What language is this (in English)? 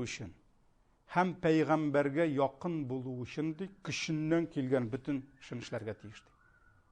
Tatar